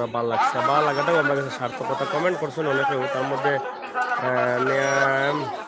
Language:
Sylheti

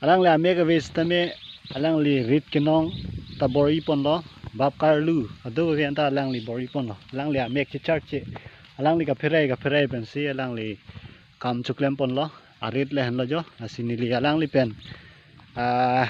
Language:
Karbi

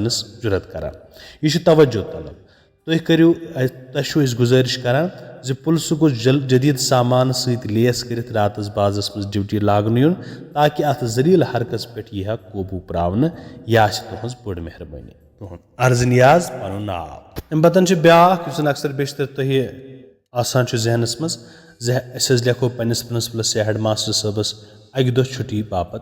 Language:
Kashmiri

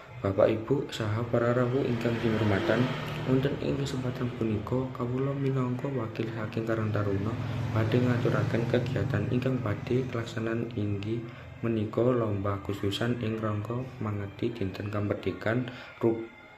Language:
Javanese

